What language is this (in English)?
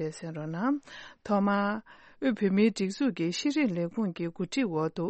Tibetan